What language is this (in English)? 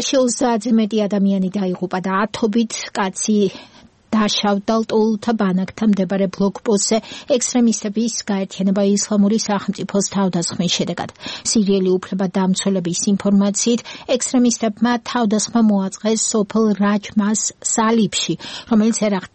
Georgian